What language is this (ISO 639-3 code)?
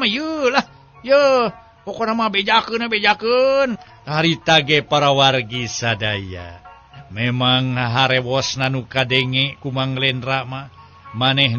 sun